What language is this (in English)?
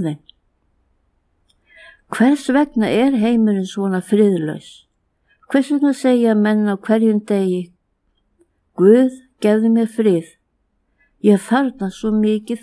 Icelandic